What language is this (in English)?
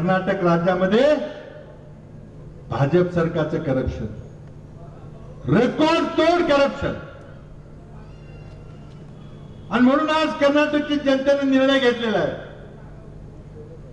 Marathi